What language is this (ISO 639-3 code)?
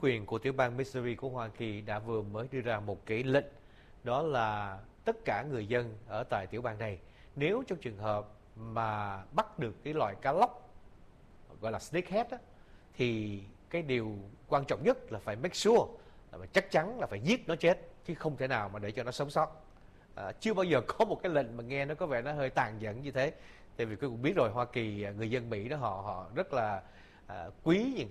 vie